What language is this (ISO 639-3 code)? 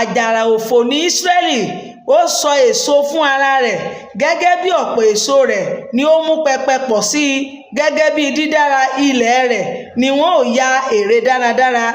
yor